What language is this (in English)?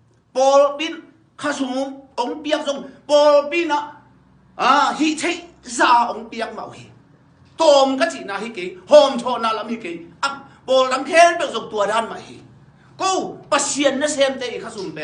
Tedim Chin